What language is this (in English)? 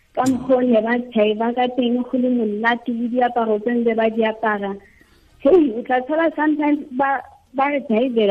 Tswana